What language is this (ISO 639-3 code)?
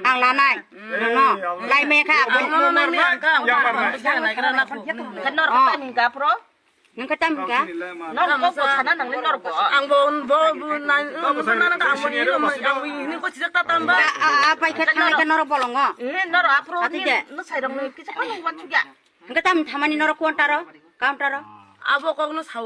trp